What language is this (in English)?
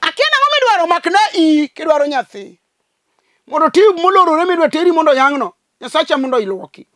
Luo (Kenya and Tanzania)